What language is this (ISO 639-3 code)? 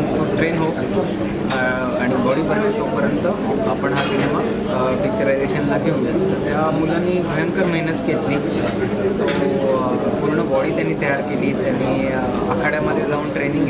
mar